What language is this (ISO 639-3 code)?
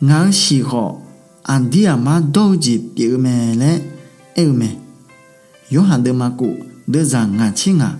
ahk